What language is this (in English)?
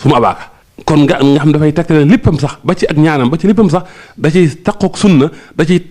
Wolof